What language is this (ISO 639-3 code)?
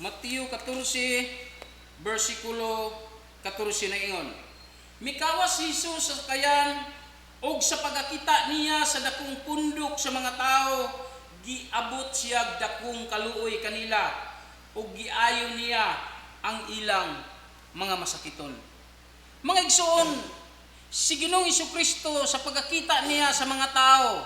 ceb